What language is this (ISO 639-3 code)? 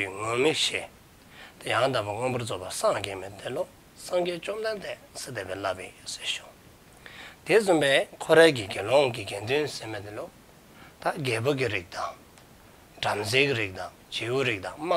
dzo